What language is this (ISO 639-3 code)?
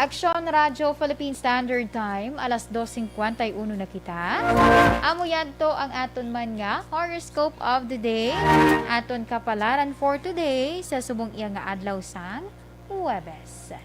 hil